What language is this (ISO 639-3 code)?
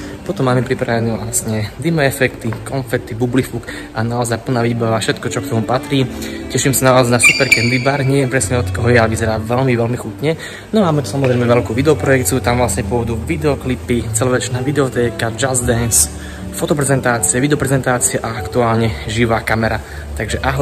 slk